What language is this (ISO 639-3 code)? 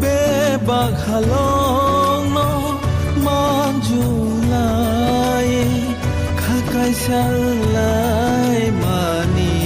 trp